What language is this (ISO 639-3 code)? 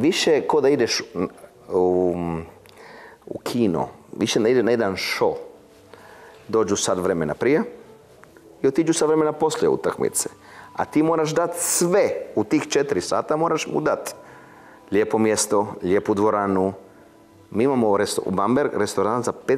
hrv